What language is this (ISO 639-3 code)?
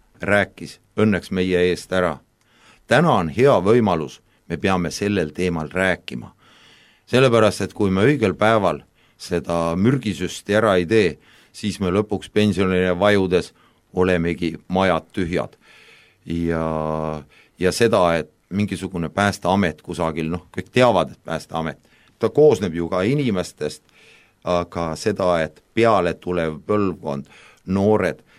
est